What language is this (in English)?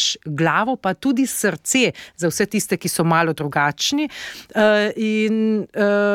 Slovenian